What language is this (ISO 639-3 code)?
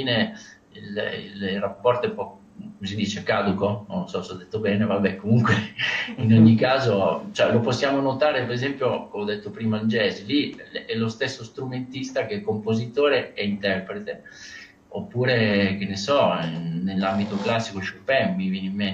ita